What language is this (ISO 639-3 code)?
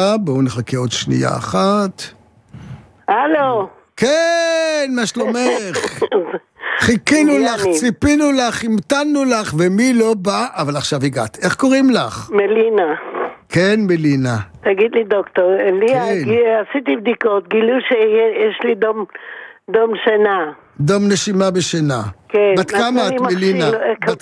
heb